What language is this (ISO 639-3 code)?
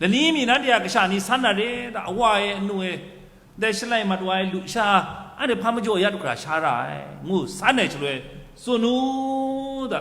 kac